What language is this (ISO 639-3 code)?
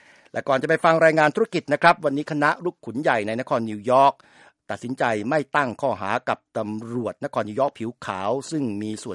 tha